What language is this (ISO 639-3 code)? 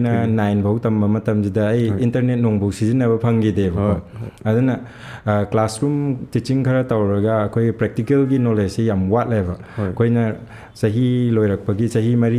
mni